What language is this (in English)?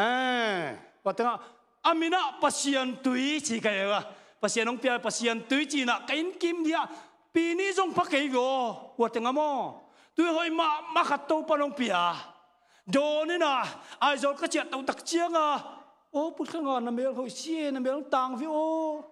Tedim Chin